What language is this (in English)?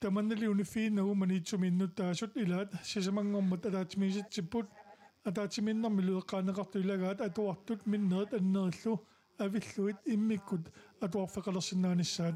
Kalaallisut